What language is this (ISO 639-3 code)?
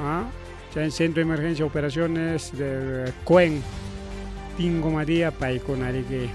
quy